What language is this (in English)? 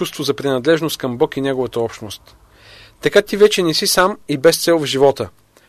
Bulgarian